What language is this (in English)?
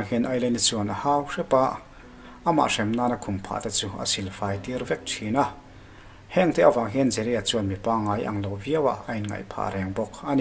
Mizo